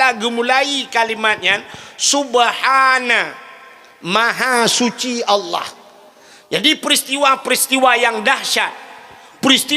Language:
Achinese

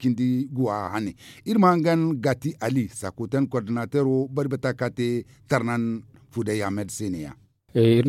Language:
Zarma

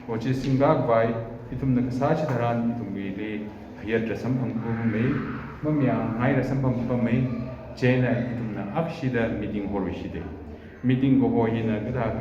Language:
Tangkhul Naga (India)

